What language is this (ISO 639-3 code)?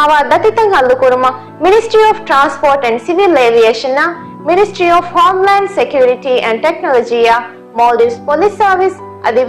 div